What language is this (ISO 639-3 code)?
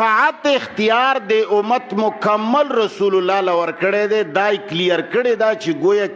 pus